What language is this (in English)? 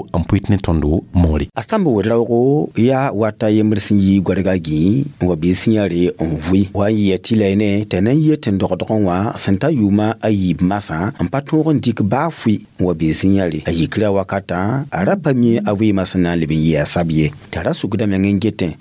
Mossi